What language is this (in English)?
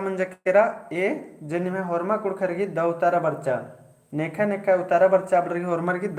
Kurukh